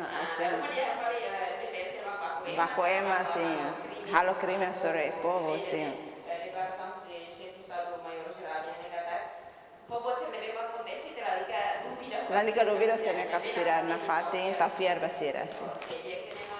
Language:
Tetum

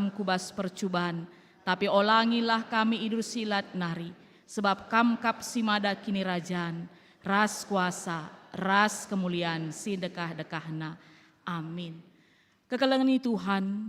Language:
Batak Karo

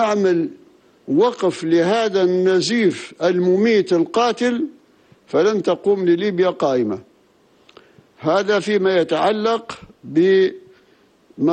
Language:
Arabic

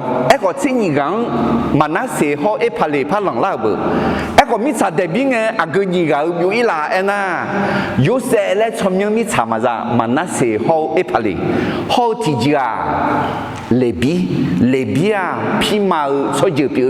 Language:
Akha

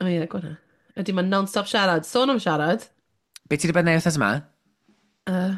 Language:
Welsh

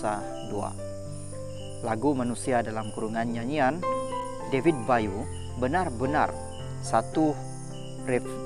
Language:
Malay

